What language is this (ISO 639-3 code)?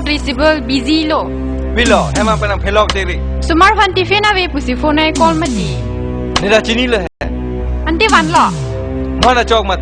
mjw